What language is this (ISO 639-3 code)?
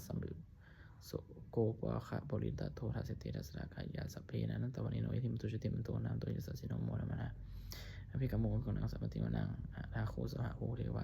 pli